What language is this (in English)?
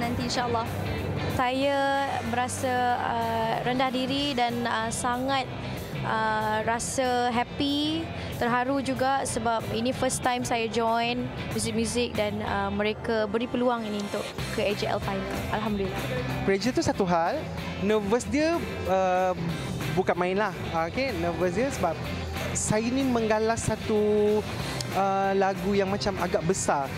Malay